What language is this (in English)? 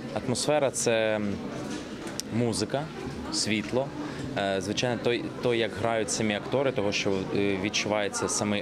Ukrainian